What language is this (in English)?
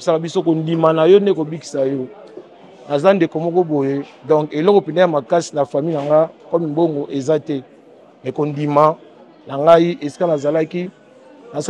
Lingala